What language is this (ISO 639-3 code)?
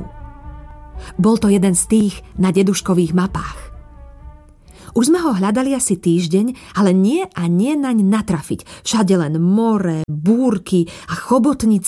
slk